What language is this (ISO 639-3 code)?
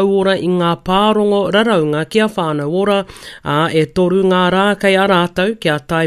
mri